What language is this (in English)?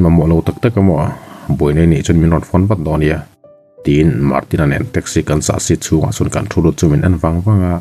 Mizo